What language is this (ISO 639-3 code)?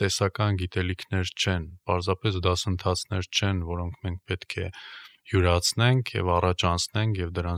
hye